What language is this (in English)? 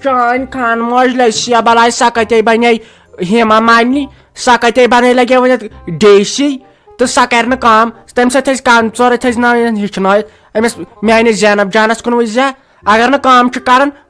Kashmiri